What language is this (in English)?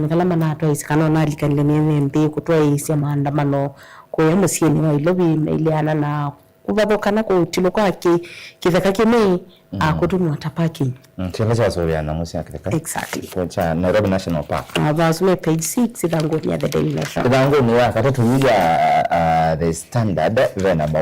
Kamba